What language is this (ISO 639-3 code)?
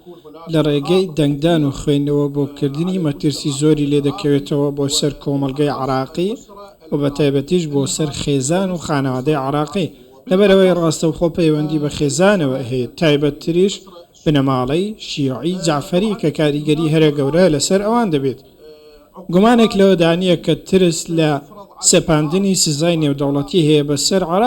ckb